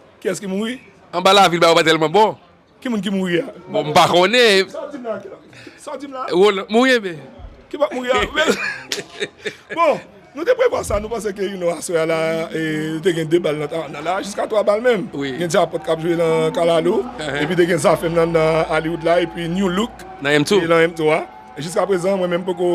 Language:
Haitian Creole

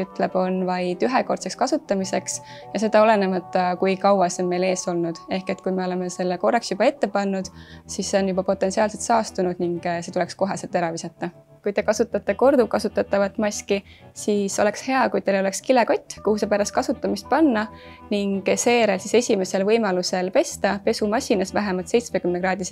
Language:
Estonian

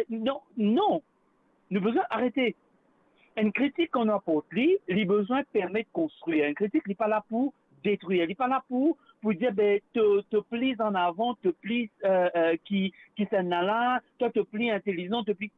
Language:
Morisyen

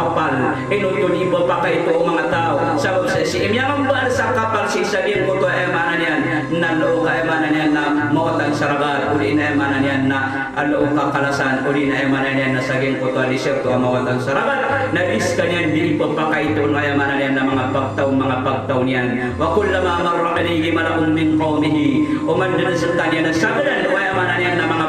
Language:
Maranao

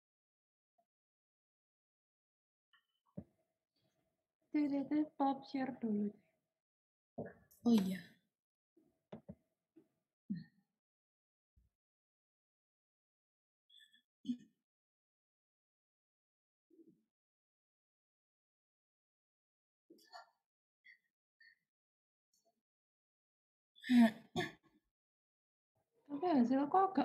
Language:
Indonesian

